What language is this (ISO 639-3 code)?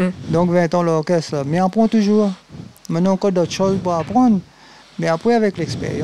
rcf